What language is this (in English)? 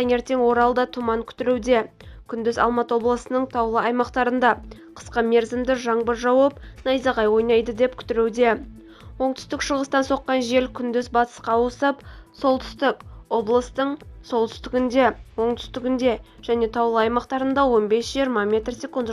Kazakh